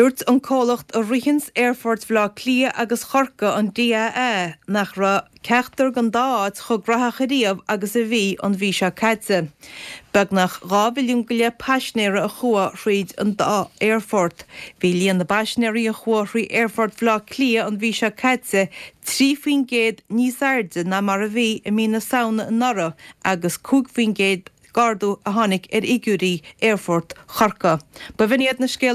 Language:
Irish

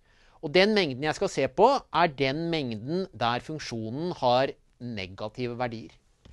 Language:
Norwegian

